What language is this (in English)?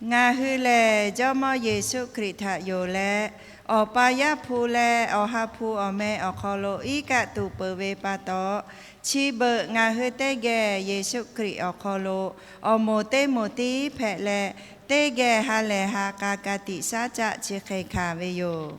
Lahu